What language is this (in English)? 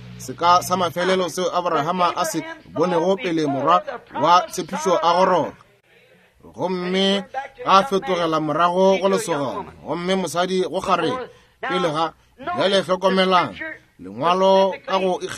Northern Sotho